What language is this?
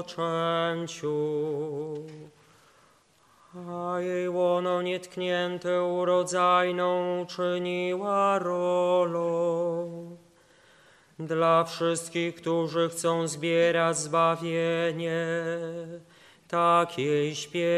Polish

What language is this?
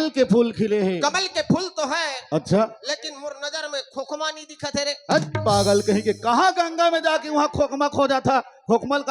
Chhattisgarhi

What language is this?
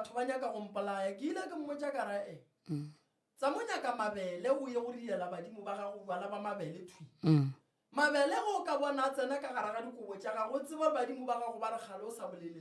Northern Sotho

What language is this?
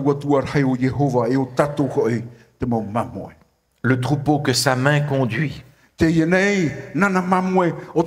Tahitian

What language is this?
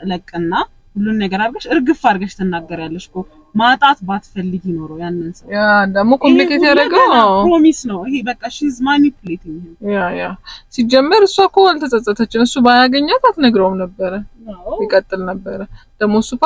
Amharic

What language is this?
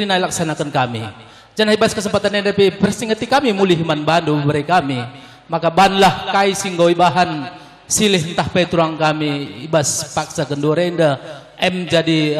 Batak Karo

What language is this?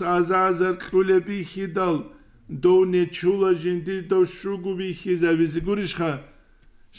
Avaric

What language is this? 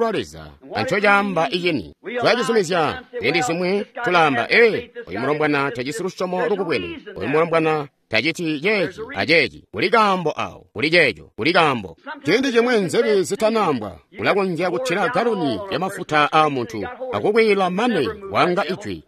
Tonga (Zambia)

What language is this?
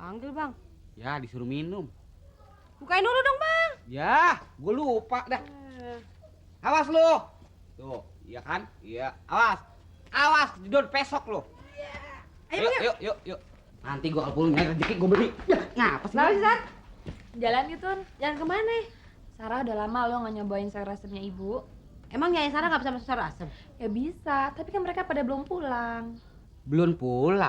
Betawi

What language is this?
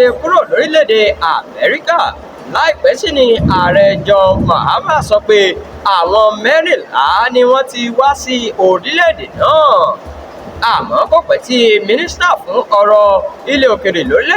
Yoruba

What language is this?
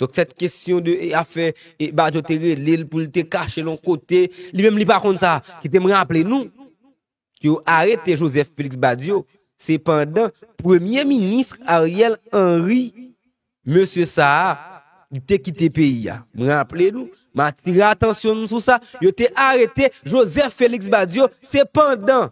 Haitian Creole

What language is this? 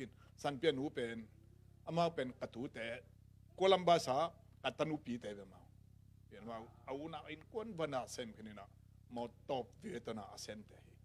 Tedim Chin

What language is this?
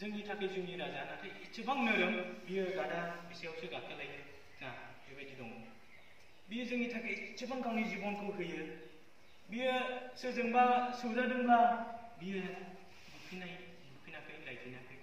Bodo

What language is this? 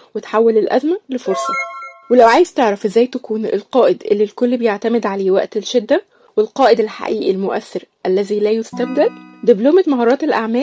Egyptian Arabic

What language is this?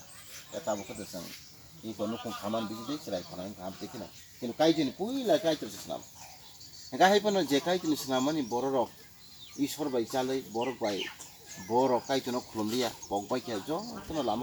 Kok Borok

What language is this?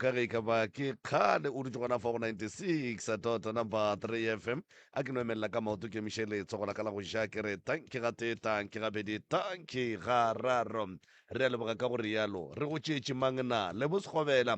Northern Sotho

